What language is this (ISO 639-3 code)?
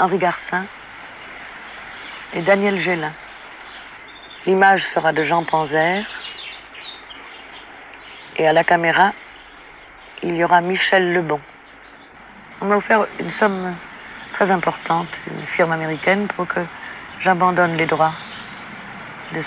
fra